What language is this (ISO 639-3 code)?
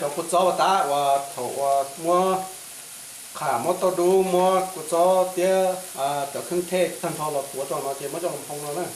hmn